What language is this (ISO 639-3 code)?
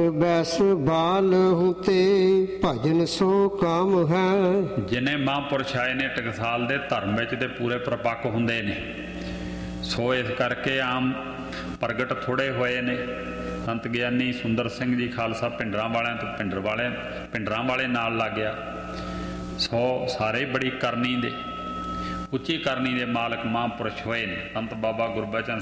pan